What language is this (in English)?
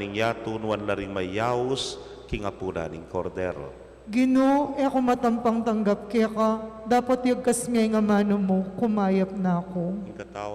Pampanga